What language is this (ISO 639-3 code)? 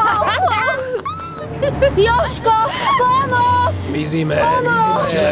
slk